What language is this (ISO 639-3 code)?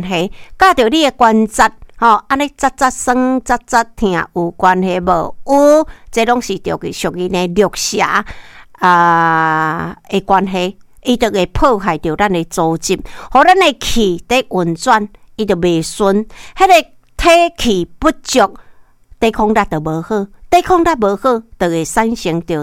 nan